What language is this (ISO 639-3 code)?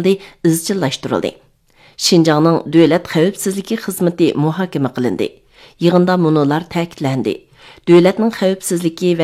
uig